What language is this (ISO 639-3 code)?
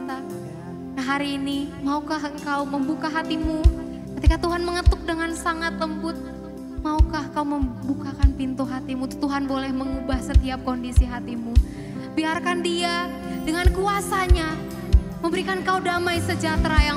ind